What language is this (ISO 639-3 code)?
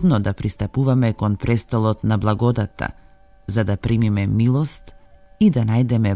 mkd